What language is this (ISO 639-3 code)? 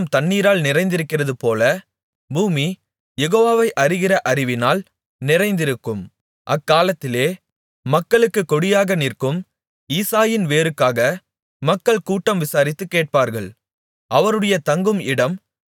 tam